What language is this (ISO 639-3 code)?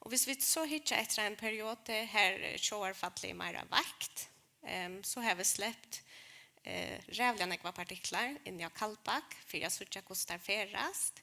fao